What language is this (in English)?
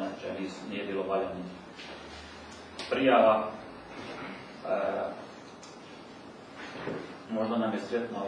Croatian